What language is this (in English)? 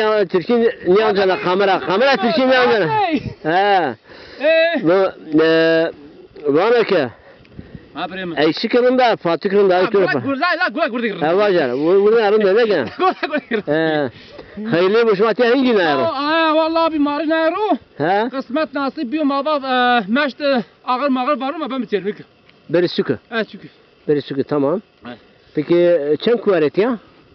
Zaza